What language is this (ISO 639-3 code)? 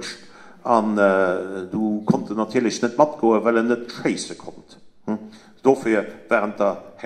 ltz